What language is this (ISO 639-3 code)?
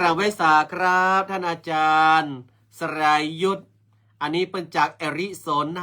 nod